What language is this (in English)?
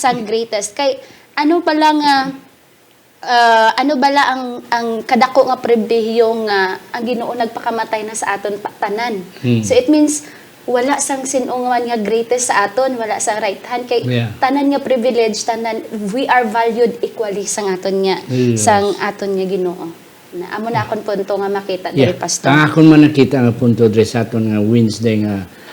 Hiligaynon